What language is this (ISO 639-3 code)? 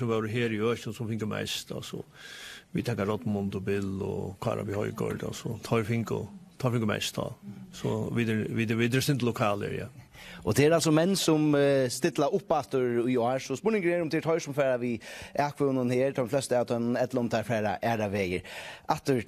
fao